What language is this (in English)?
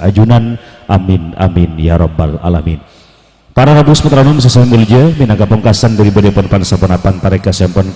Madurese